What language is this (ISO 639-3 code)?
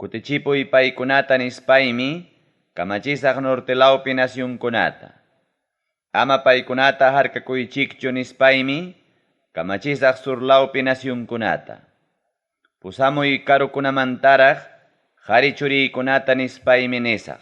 quy